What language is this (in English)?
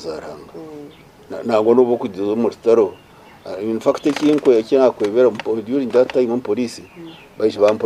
Nyankole